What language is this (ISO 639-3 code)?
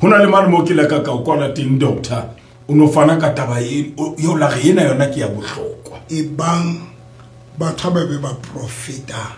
sot